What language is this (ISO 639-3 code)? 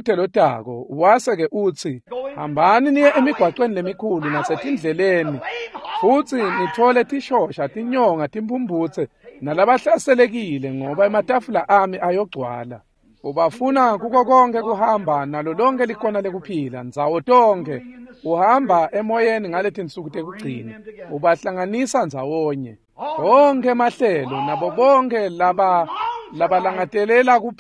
ssw